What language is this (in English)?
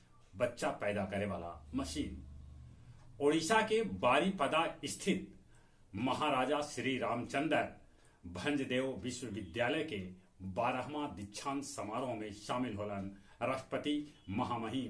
Magahi